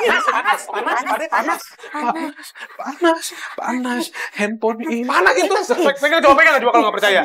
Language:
Betawi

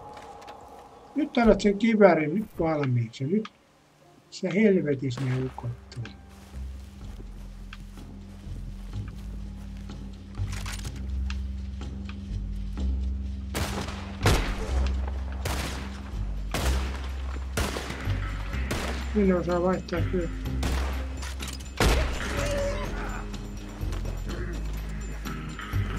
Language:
Finnish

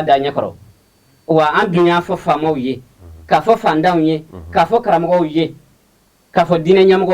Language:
Bambara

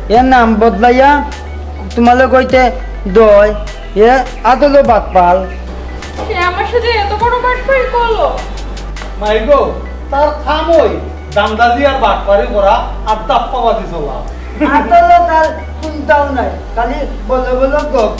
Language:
Sylheti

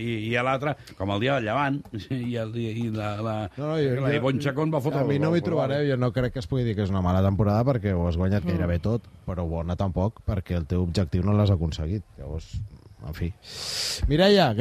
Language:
Catalan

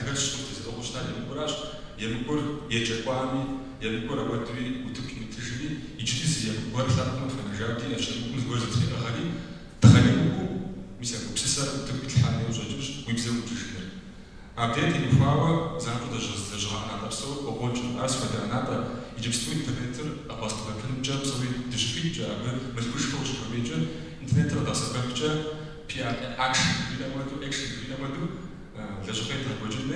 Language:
Kabardian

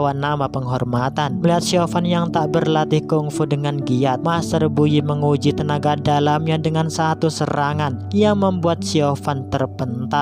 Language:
Indonesian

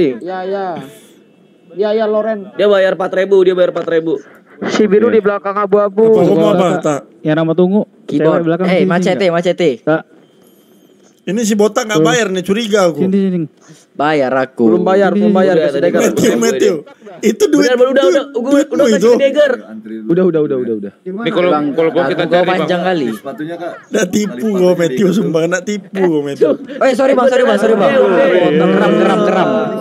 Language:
Indonesian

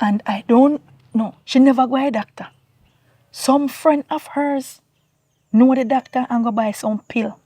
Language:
Jamaican Creole English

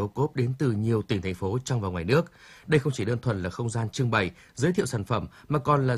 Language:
Vietnamese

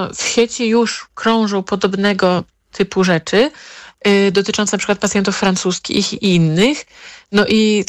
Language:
Polish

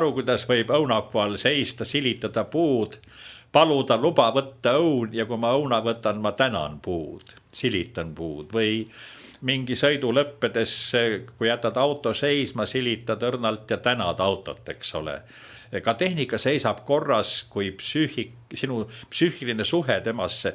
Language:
Estonian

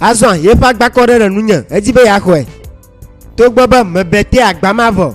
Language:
Ewe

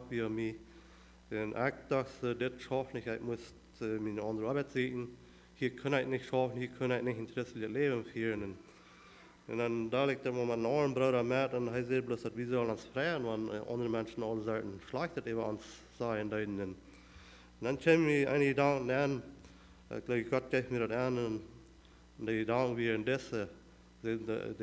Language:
Plautdietsch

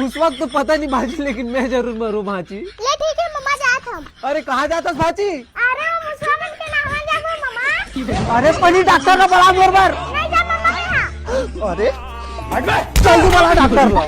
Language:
Chhattisgarhi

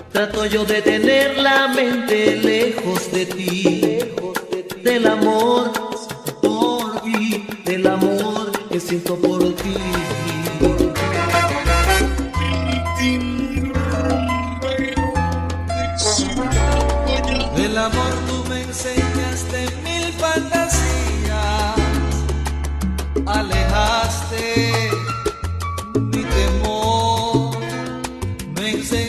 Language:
Spanish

